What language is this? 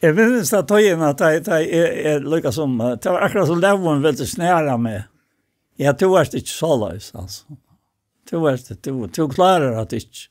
Faroese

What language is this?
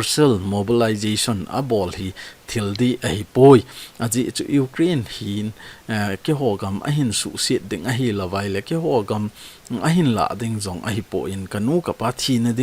Thado Chin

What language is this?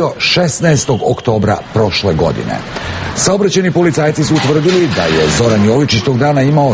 Serbian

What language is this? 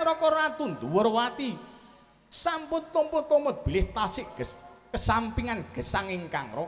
Javanese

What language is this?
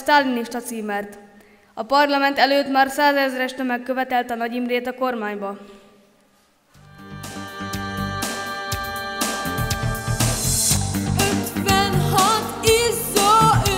Hungarian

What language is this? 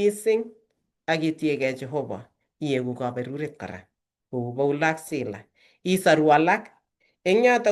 Kalenjin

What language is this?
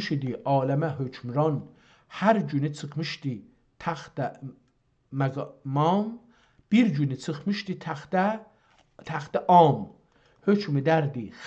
South Azerbaijani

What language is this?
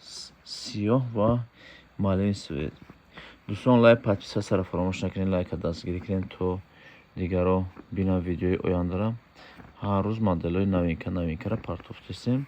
Tajik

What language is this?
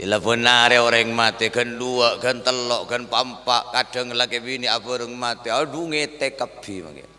Madurese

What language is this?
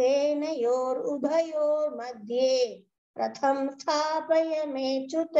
Sanskrit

